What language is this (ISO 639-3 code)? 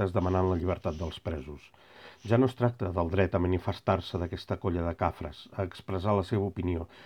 cat